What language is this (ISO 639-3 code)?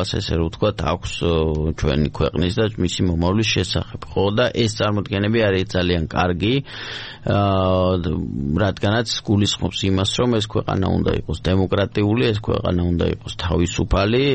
kat